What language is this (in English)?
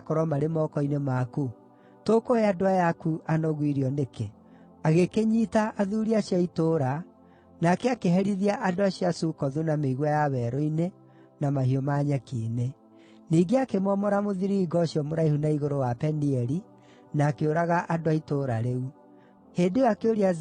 Kikuyu